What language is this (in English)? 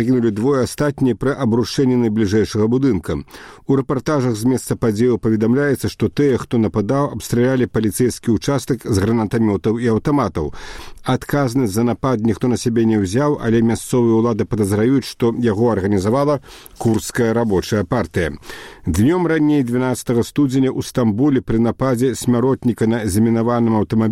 Belarusian